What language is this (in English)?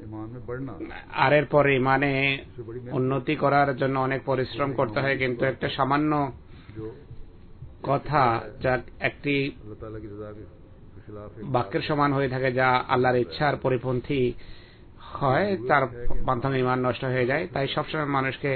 Bangla